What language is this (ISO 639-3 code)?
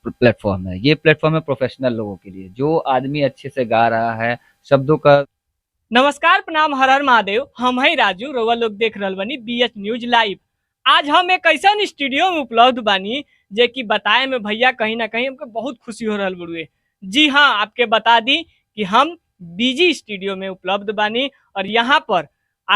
bho